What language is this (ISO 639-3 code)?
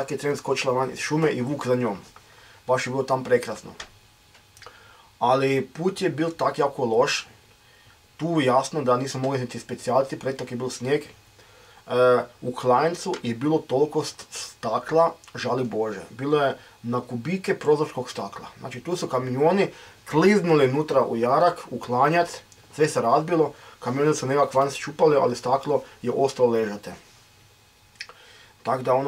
hrv